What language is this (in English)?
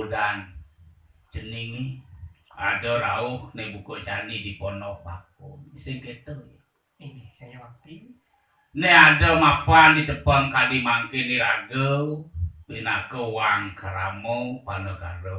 Balinese